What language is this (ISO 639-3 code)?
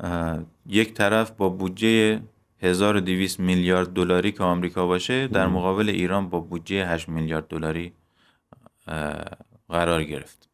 fas